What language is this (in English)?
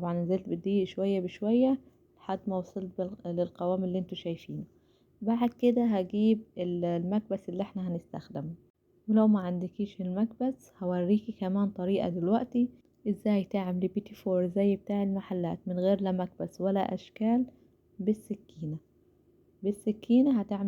Egyptian Arabic